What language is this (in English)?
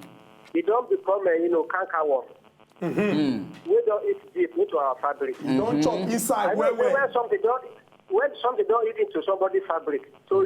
Nigerian Pidgin